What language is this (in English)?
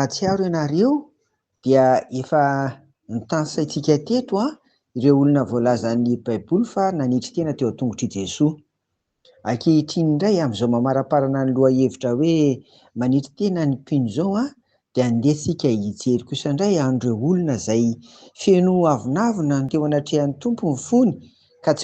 Malagasy